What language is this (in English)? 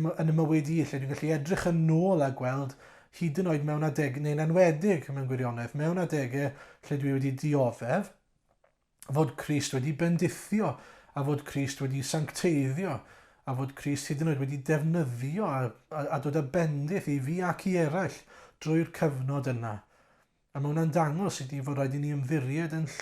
Welsh